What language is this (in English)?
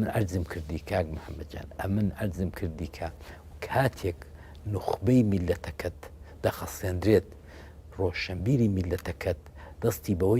Central Kurdish